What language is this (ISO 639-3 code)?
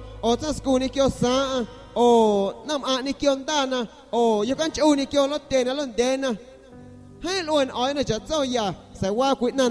azg